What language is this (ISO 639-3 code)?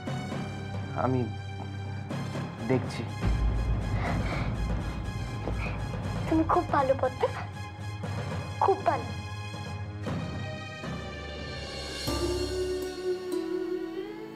ben